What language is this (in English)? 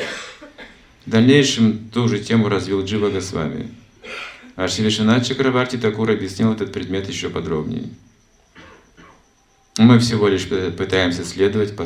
Russian